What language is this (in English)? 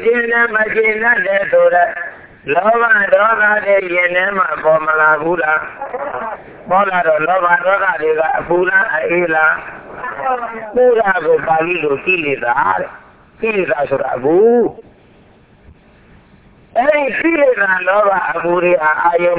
Burmese